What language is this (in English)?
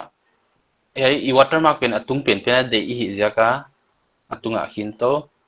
Paite Chin